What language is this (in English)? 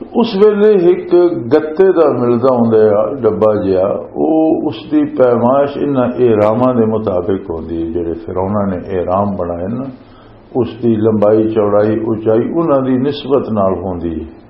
Western Panjabi